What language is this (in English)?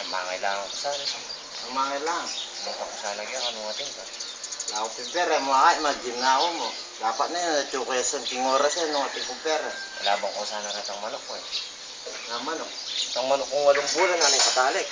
Pampanga